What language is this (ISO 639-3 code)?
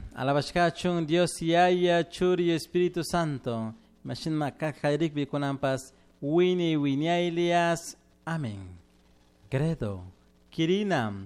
qug